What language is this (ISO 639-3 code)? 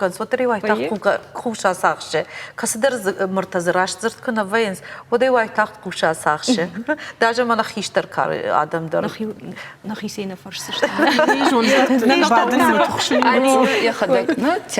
oss